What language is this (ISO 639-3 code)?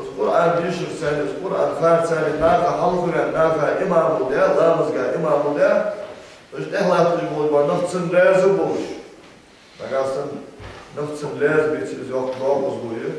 inh